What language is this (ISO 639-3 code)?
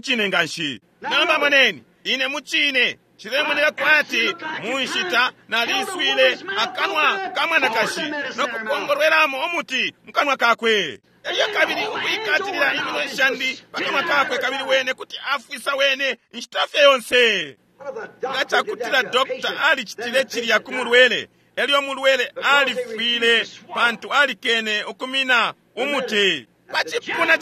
bem